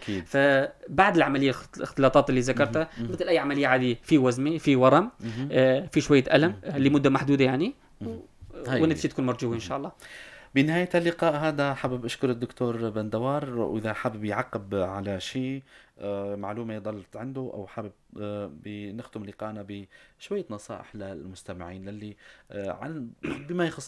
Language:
North Levantine Arabic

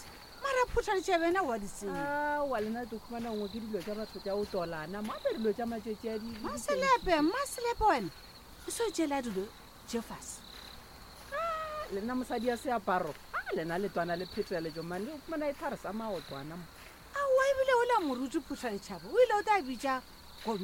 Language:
Northern Sotho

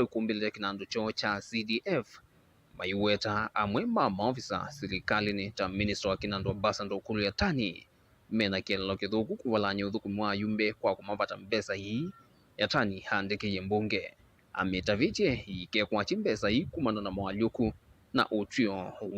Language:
Kamba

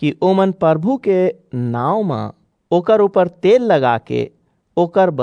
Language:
Chhattisgarhi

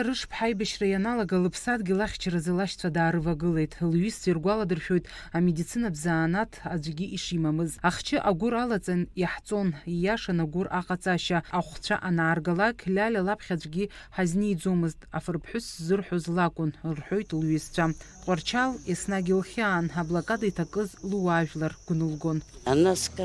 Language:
Abkhazian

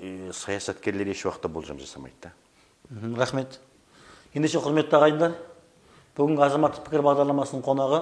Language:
Kazakh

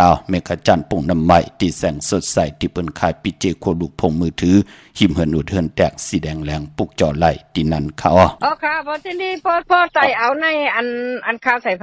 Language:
Shan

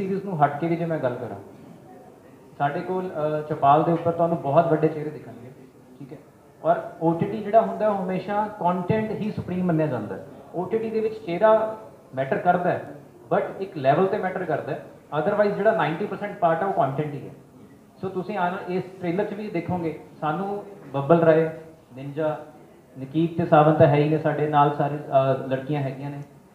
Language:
Punjabi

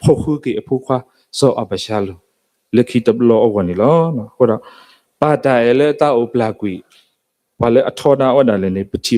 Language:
S'gaw Karen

